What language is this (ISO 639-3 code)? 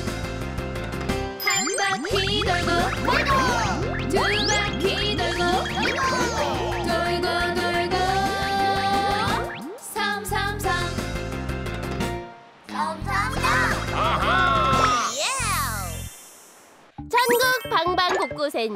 kor